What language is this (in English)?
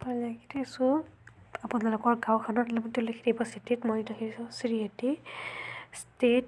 Assamese